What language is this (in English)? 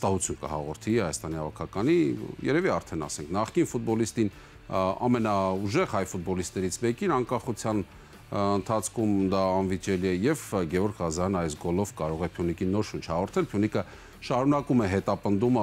Armenian